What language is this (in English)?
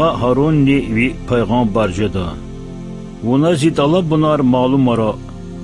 Lezghian